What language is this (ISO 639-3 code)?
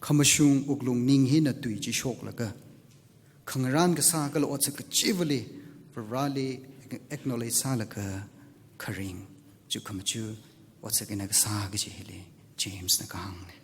nmf